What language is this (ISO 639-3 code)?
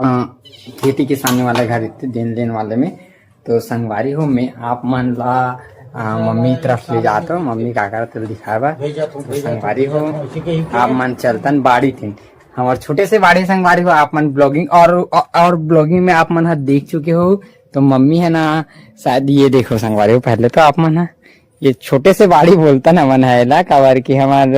hne